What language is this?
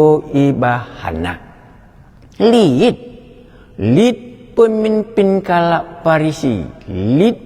Batak Karo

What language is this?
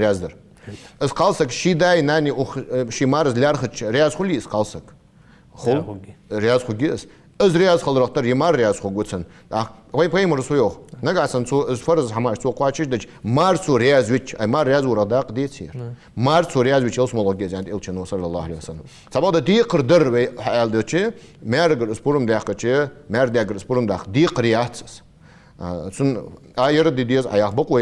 Ingush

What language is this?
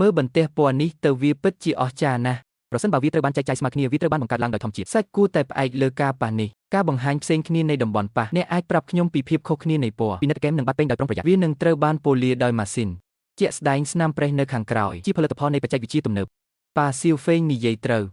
Khmer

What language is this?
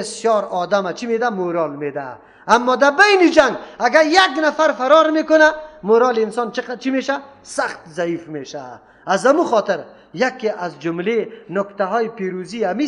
Persian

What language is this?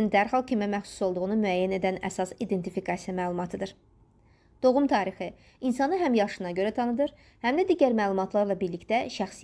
Azerbaijani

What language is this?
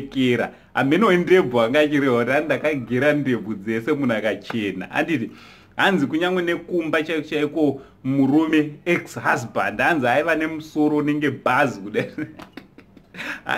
Shona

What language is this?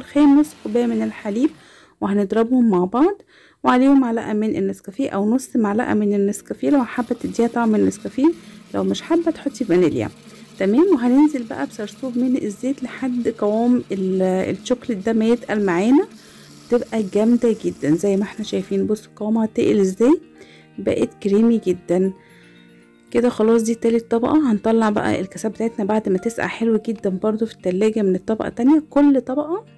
Egyptian Arabic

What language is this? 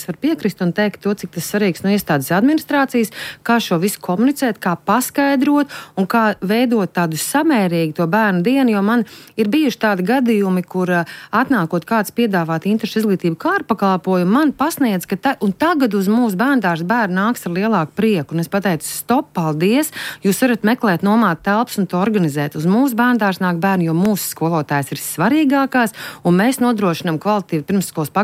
Latvian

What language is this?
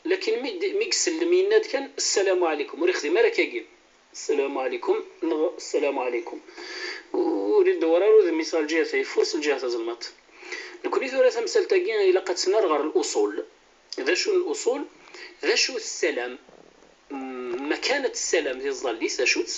Kabyle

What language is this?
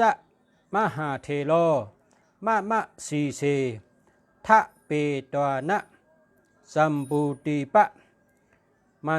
Shan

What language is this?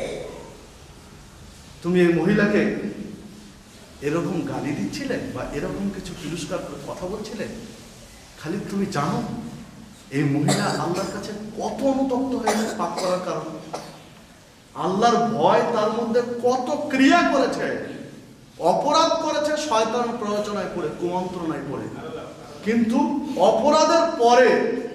Bangla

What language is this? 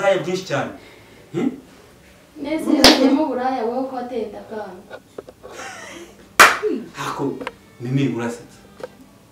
Kinyarwanda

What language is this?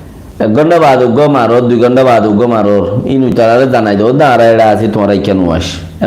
Rohingya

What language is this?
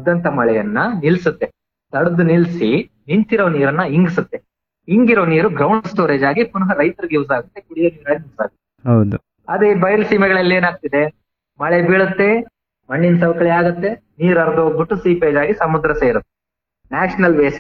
Kannada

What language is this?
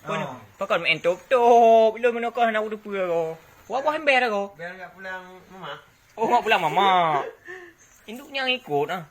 Achinese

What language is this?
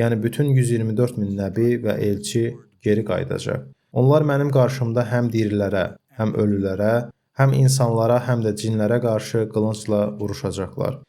Azerbaijani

